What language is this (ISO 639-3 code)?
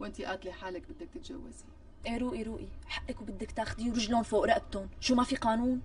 apc